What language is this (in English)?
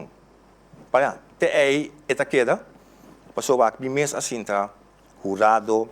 Papiamento